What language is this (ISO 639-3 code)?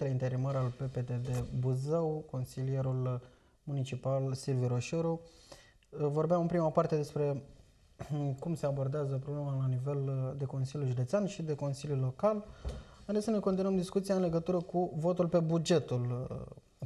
ron